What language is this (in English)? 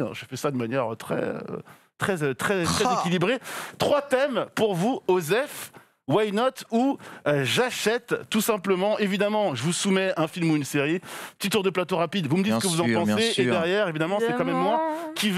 French